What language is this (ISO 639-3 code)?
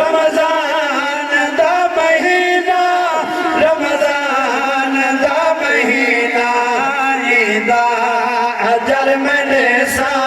skr